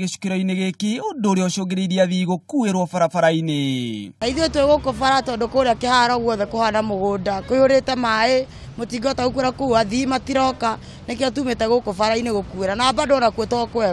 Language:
Kikuyu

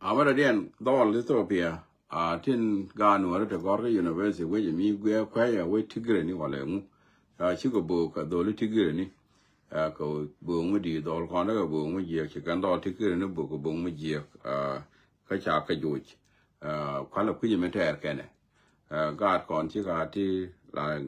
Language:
Nuer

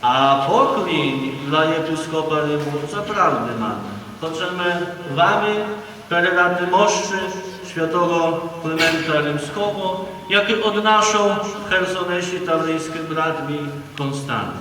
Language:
Rusyn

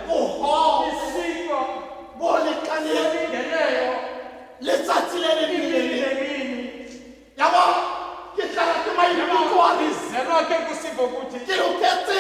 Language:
Tswana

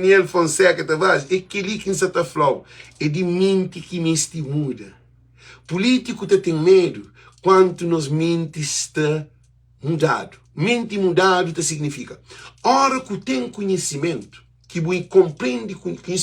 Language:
Kabuverdianu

